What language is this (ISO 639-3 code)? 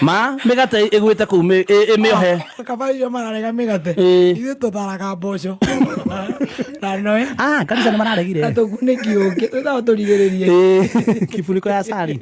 kik